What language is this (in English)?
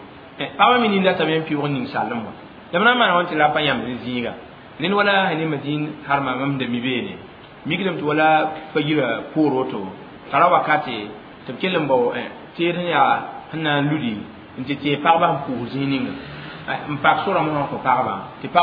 Mossi